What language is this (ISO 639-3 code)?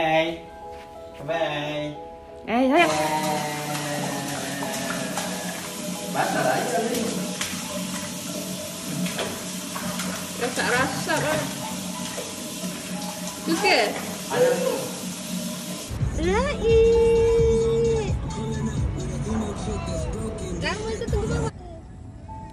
msa